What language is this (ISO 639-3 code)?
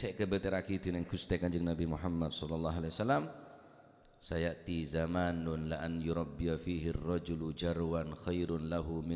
mad